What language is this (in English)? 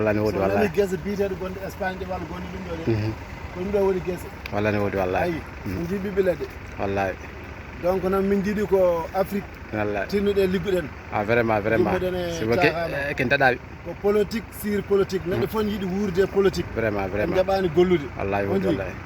Fula